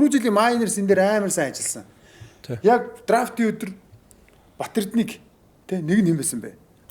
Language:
Mongolian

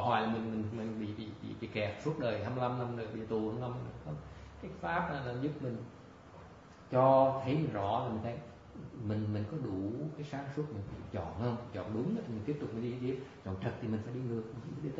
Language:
Vietnamese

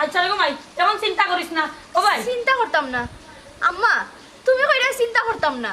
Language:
Sylheti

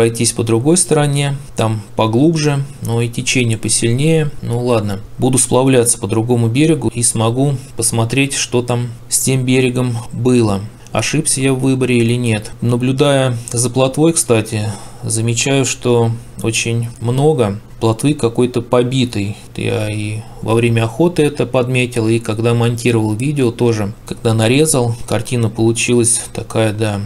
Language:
Russian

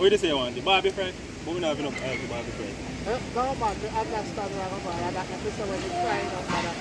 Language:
Jamaican Creole English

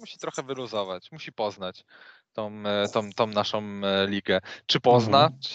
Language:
Polish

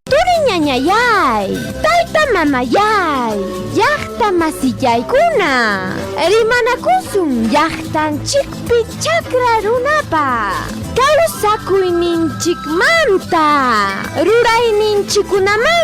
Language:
Ayacucho Quechua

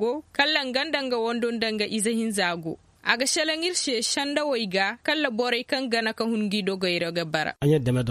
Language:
Koyraboro Senni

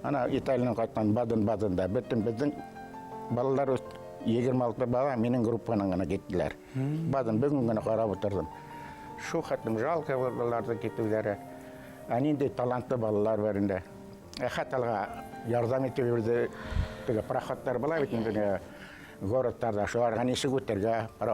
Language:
Bashkir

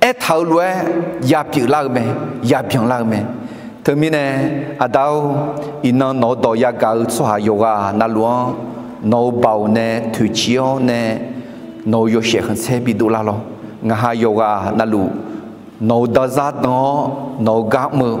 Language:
Akha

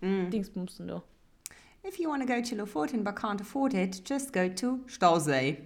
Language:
Luxembourgish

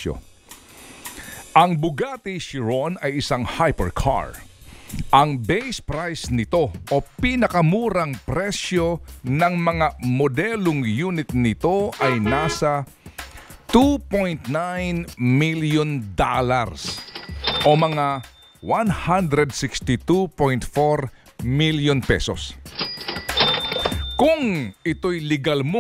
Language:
Filipino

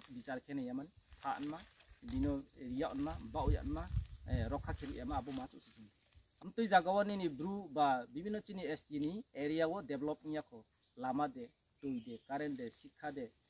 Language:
Riang (India)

